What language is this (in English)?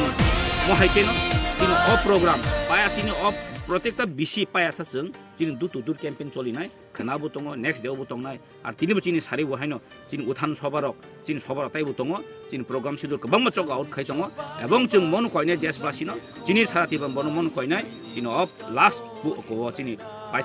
Kok Borok